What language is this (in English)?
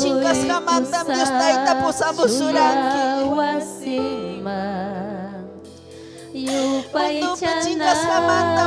Ayacucho Quechua